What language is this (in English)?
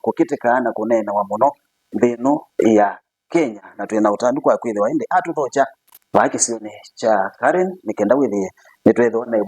Kamba